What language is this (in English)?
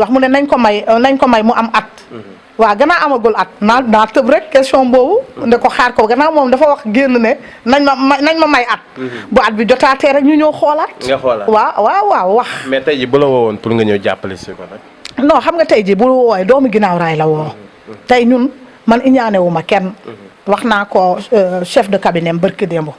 Wolof